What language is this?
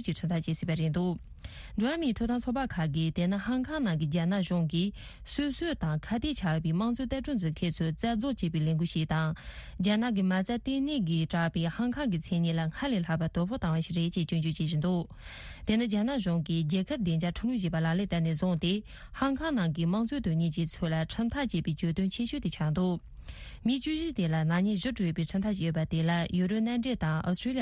Tibetan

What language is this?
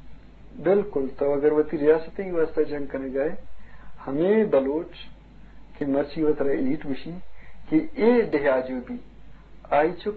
Eastern Balochi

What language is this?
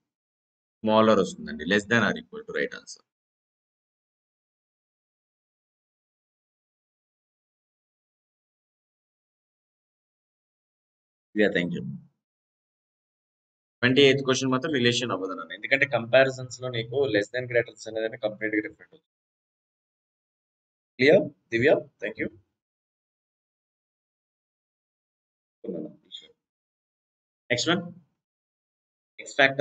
Telugu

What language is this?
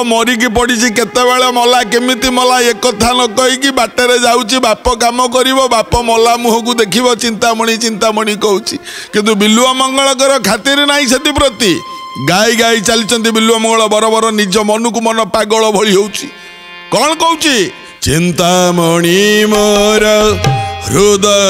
Odia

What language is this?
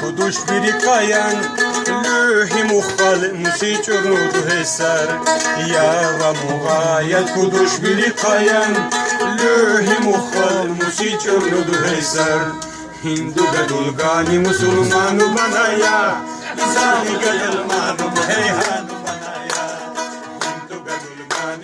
Lak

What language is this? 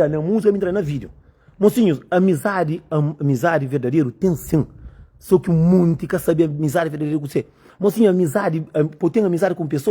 Kabuverdianu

